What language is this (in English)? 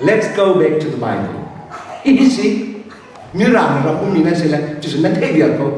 Hakha Chin